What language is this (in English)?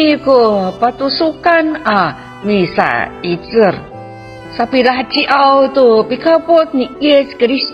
Amis